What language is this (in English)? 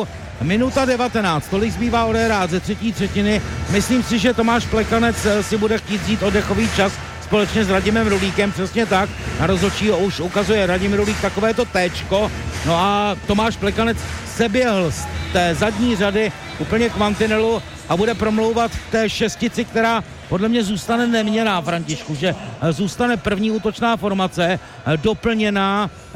Czech